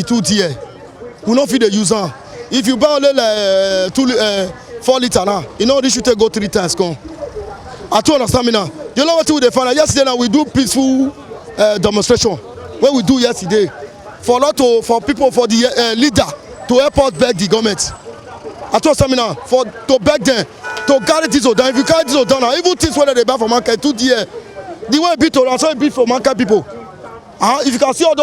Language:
Nigerian Pidgin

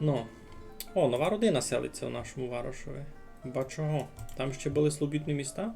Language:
Rusyn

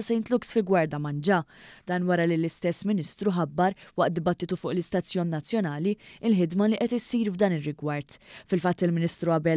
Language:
Maltese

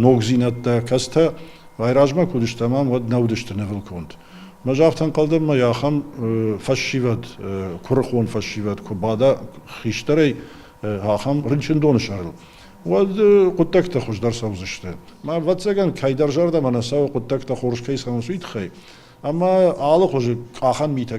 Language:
Ossetic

